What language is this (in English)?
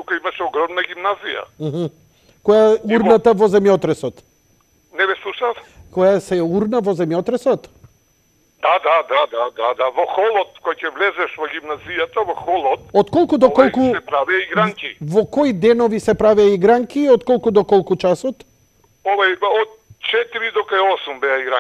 Macedonian